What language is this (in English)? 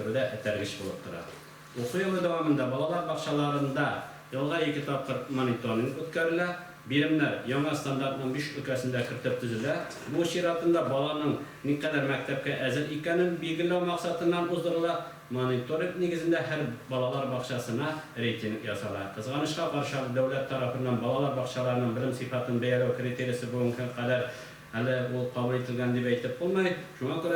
Tatar